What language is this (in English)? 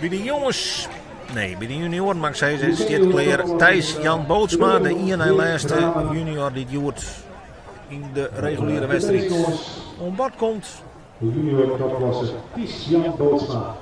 Western Frisian